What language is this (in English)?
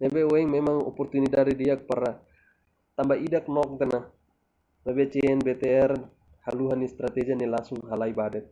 Tetum